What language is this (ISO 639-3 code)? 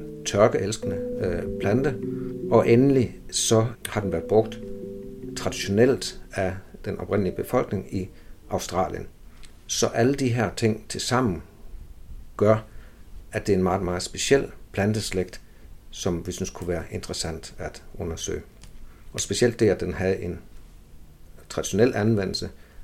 dan